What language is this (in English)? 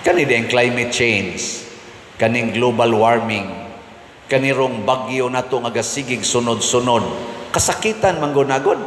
Cebuano